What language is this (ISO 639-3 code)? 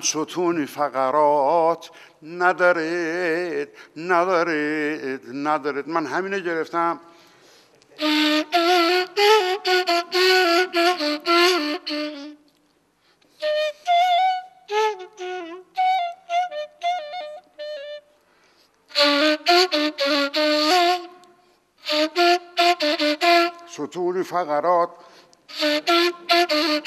fas